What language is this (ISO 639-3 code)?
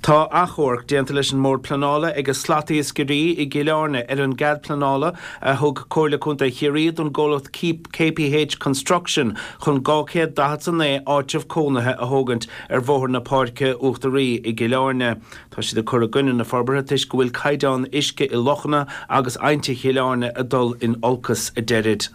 gle